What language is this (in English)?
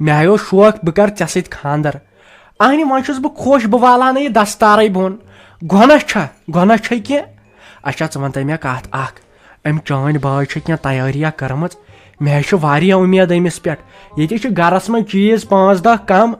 Kashmiri